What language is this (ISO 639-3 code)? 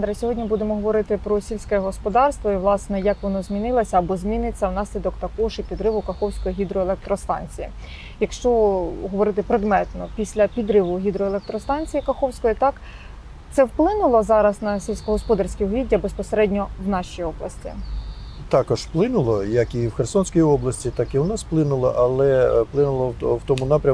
ukr